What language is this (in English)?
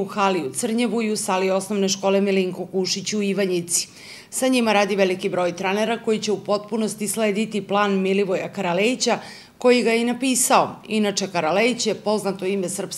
Serbian